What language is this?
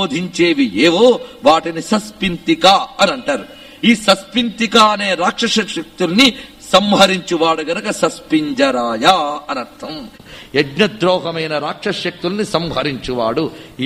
Telugu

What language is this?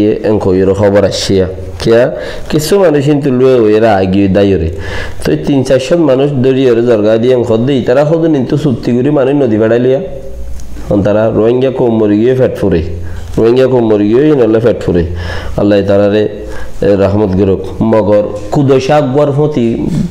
Rohingya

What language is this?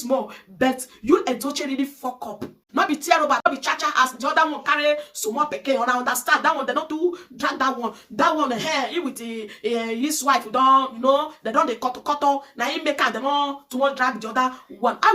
Nigerian Pidgin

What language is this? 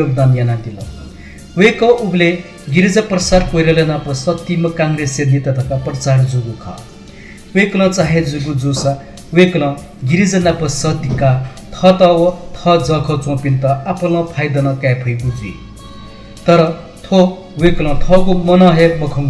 Newari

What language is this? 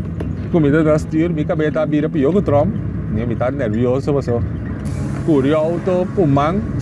Papiamento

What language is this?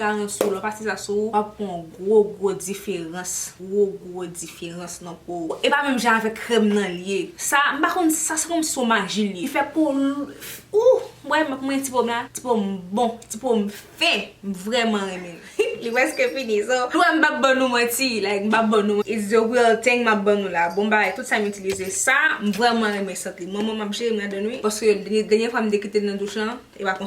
Haitian Creole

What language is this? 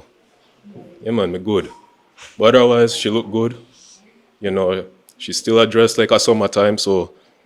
Jamaican Creole English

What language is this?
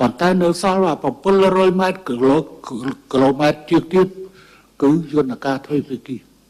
Khmer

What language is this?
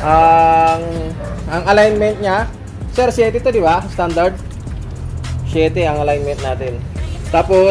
Filipino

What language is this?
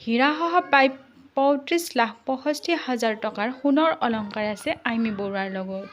Assamese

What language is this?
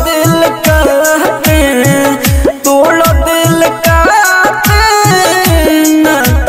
Bhojpuri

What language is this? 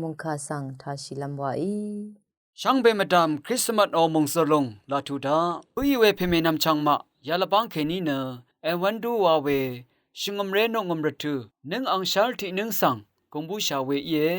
Rawang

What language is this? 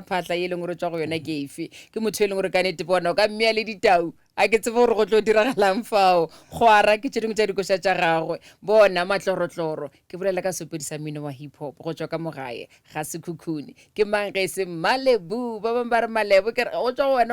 Northern Sotho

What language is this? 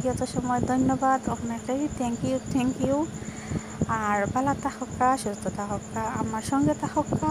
Sylheti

